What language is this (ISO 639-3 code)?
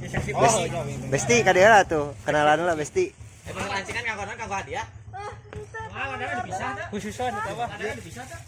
sun